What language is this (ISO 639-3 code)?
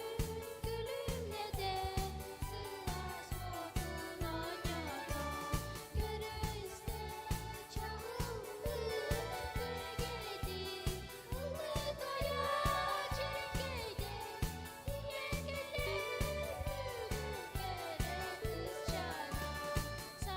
sah